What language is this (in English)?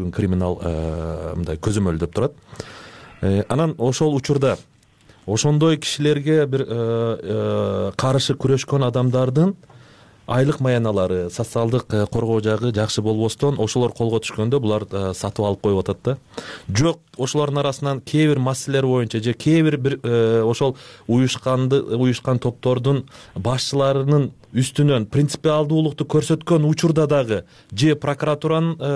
Kyrgyz